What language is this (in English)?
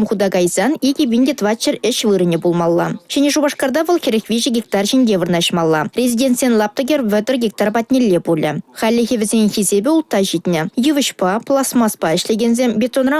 Chuvash